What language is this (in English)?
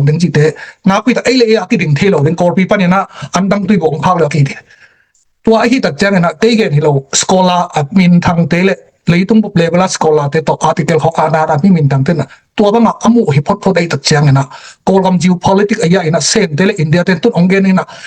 Tedim Chin